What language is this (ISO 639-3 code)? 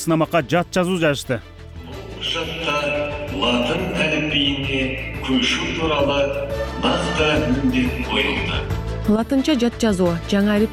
kir